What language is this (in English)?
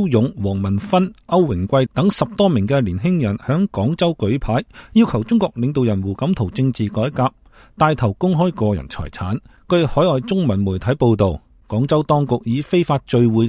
Cantonese